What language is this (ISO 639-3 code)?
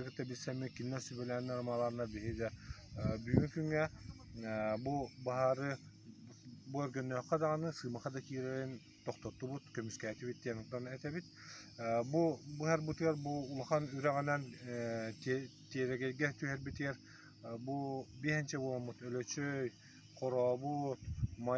sah